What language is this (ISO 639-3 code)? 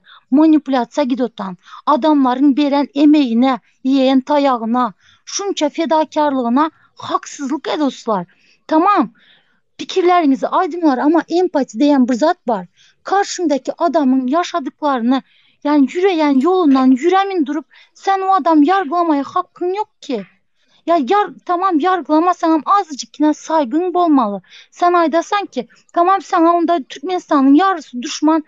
tuk